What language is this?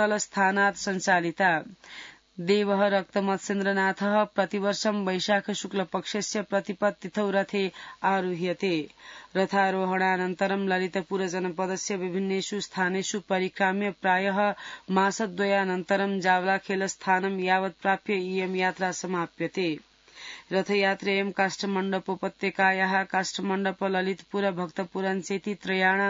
Sanskrit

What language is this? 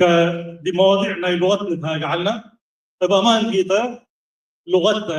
Tigre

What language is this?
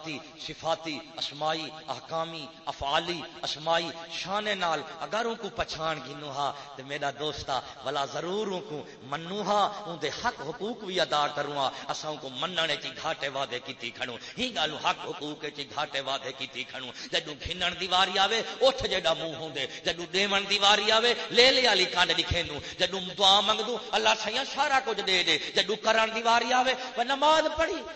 Saraiki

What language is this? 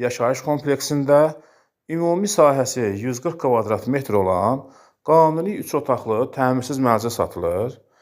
Azerbaijani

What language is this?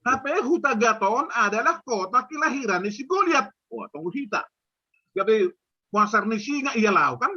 Batak Simalungun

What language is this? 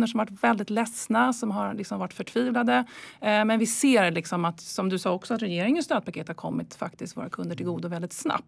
Swedish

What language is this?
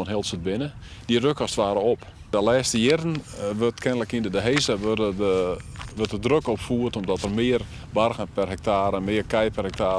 Western Frisian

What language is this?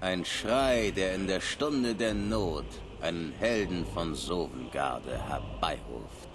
Bavarian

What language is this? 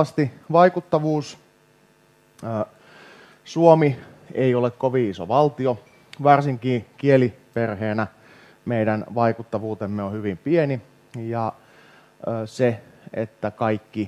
Finnish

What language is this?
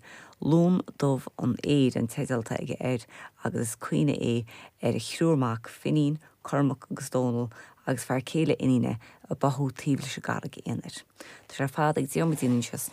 Irish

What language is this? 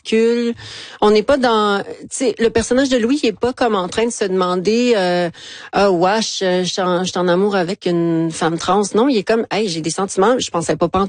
French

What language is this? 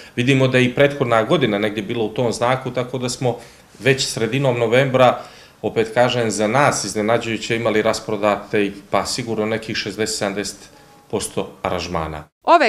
Croatian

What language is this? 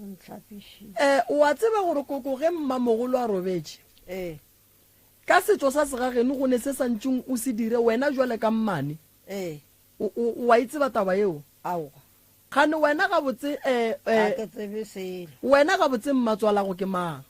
Northern Sotho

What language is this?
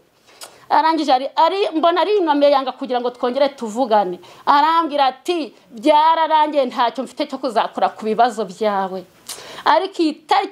Kinyarwanda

